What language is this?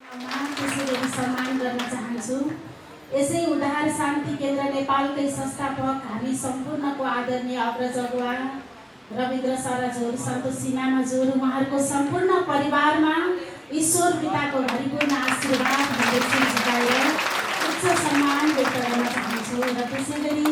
Nepali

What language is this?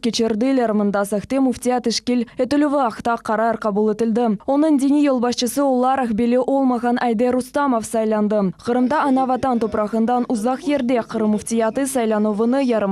Crimean Tatar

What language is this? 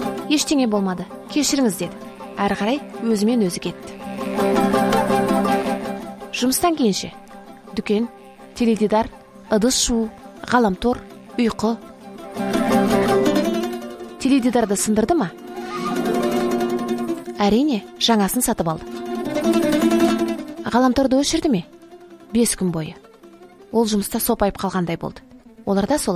Kazakh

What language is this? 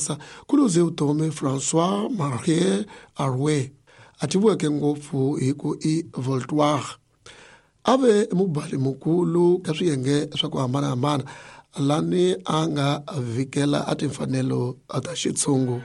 Tsonga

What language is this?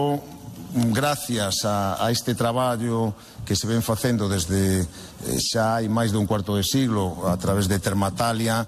Galician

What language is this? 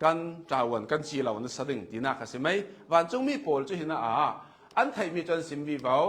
Hakha Chin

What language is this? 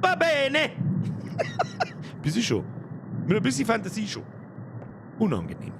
Bavarian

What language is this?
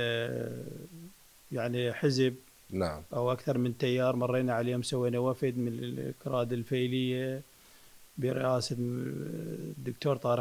Mesopotamian Arabic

